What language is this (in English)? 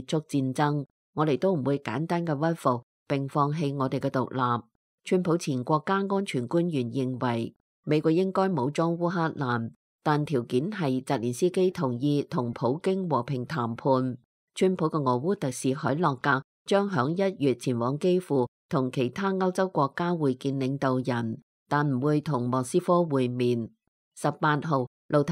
Cantonese